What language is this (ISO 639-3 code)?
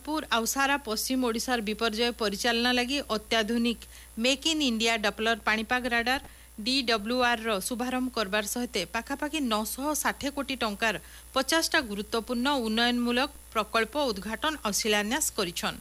ori